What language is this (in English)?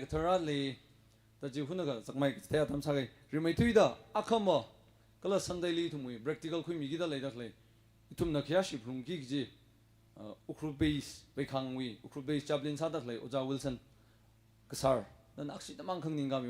Tangkhul Naga (India)